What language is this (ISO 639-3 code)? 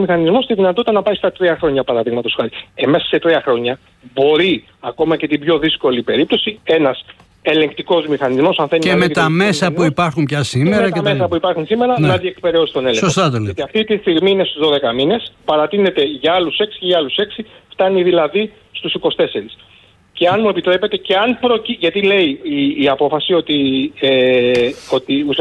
ell